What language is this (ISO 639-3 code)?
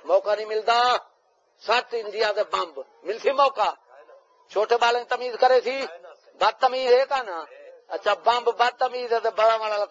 skr